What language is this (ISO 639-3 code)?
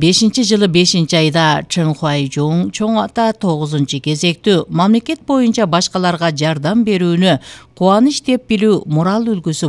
kir